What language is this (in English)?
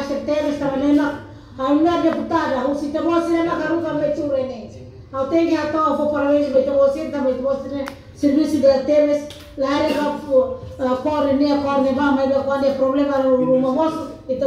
Tetum